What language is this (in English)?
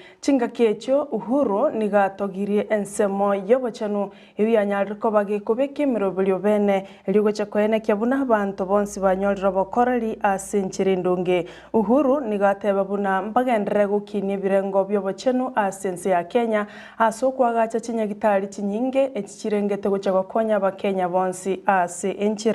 Gusii